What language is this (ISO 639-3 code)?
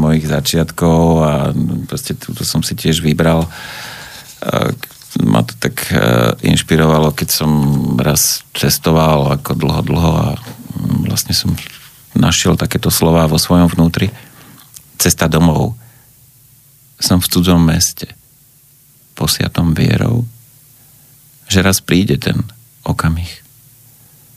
slk